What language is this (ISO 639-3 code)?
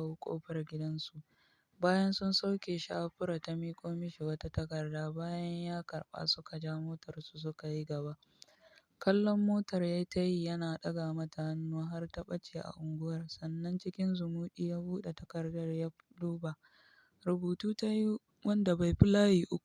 hau